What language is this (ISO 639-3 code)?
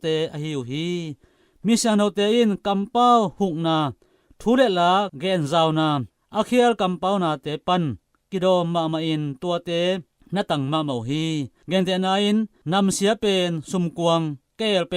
ctd